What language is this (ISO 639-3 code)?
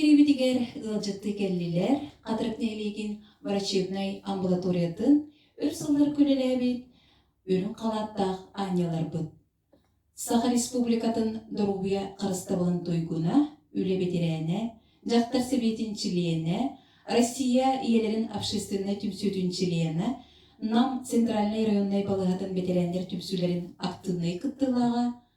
sah